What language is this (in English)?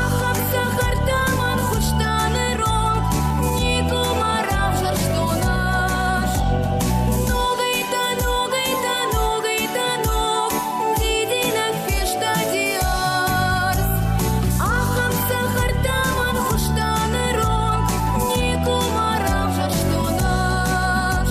Ossetic